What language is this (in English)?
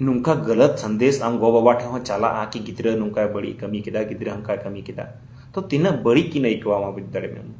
Santali